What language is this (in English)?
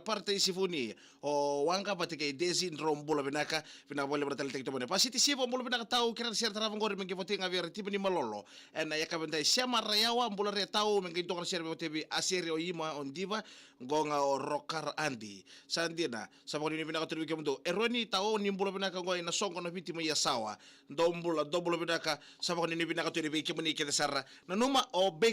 Fijian